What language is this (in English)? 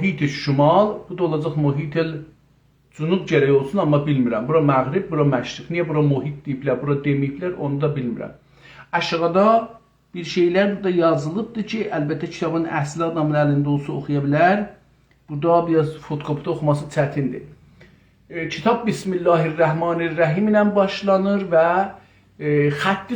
South Azerbaijani